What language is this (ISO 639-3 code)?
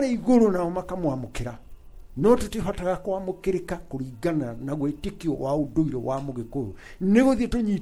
kik